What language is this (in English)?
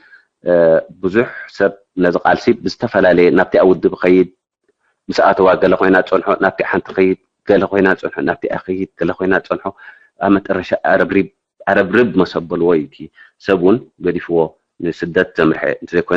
Tigrinya